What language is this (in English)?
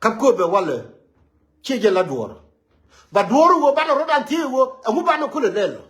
Nuer